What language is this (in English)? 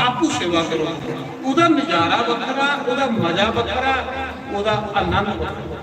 Dogri